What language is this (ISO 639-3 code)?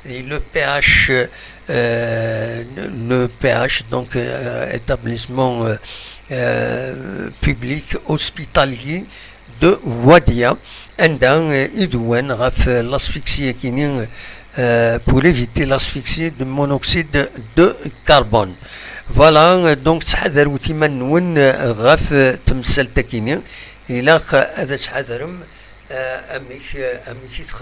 kab